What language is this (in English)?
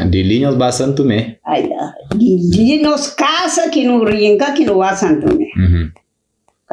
Kabuverdianu